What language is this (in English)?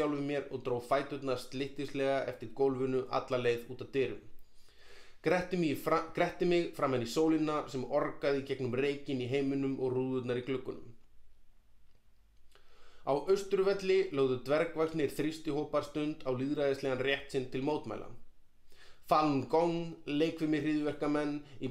Icelandic